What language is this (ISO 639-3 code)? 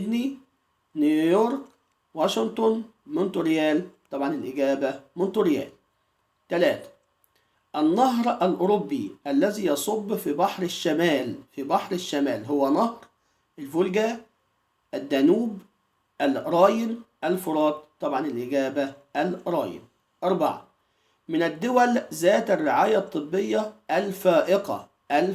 arz